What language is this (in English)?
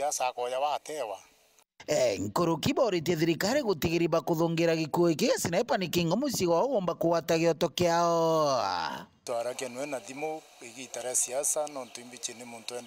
Meru